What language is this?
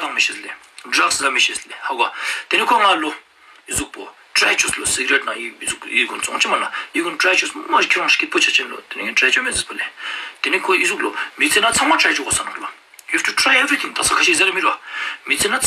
Ladakhi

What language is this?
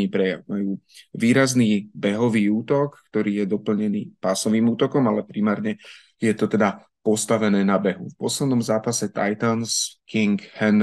Slovak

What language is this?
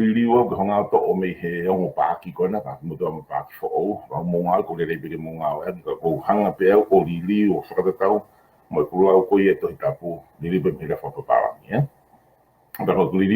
Tongan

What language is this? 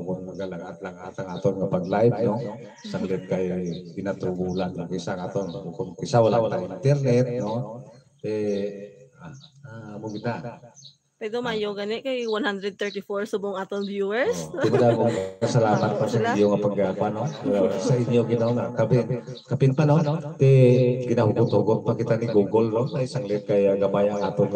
Hiligaynon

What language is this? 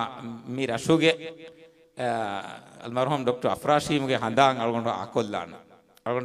Divehi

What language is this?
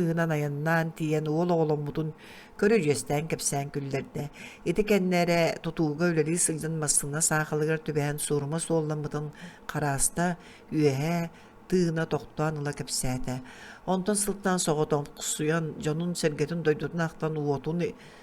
Yakut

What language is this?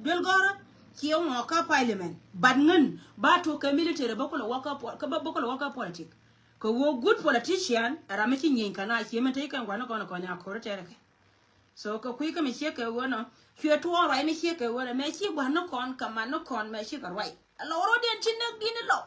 Nuer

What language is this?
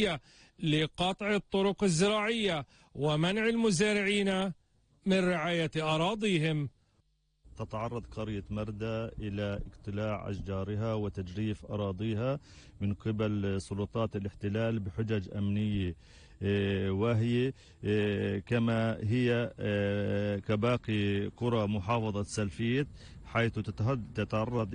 Arabic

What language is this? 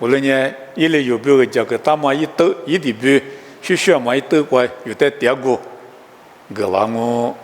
Lisu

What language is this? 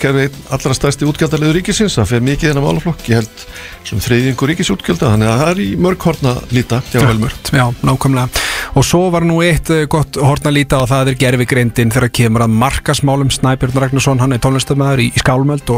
Icelandic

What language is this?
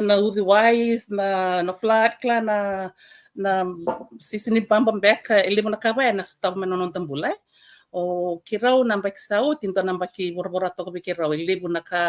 Fijian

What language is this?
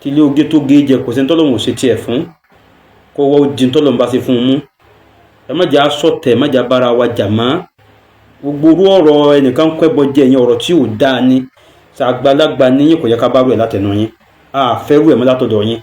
Yoruba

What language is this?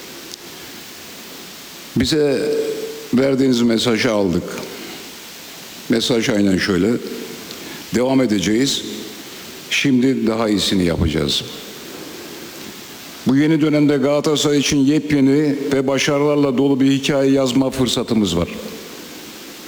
Turkish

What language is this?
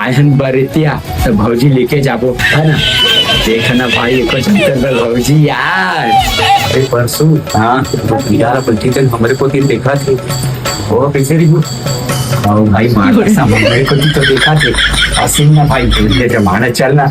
Chhattisgarhi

